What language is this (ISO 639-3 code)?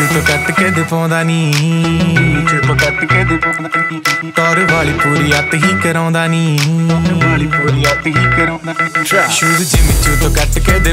pan